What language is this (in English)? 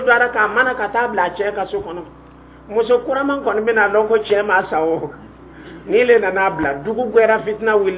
Dyula